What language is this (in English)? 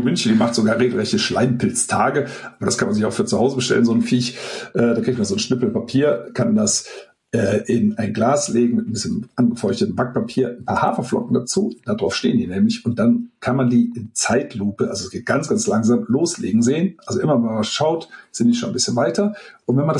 German